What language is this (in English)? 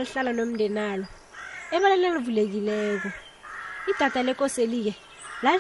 South Ndebele